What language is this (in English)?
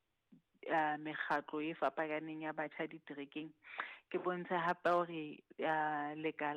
Southern Sotho